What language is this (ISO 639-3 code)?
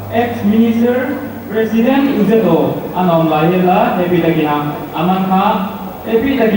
pck